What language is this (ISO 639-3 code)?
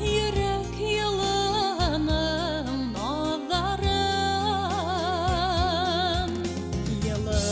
bak